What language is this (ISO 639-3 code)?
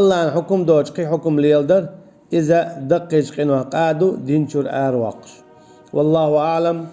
che